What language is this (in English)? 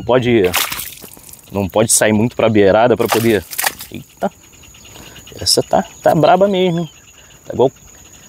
Portuguese